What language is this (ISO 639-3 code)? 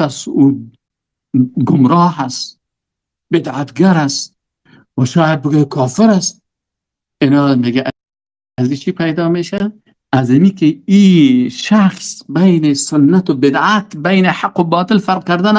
fas